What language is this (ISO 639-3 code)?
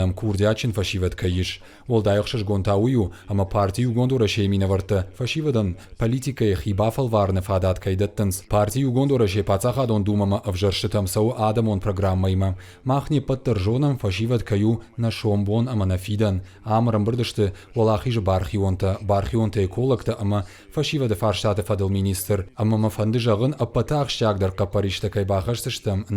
oss